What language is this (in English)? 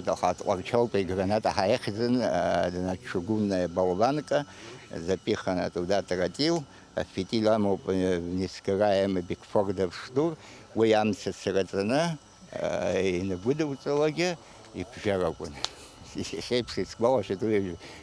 Abkhazian